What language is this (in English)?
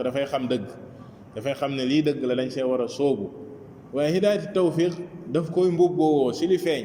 Wolof